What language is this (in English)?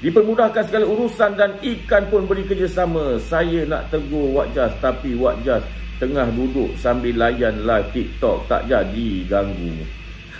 Malay